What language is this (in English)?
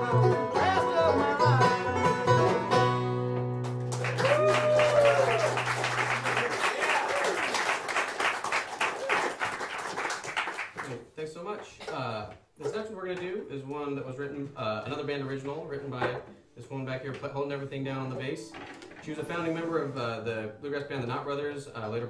English